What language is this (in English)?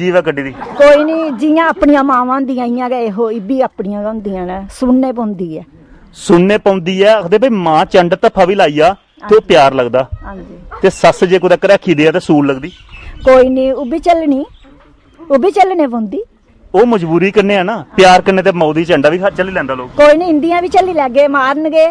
Dogri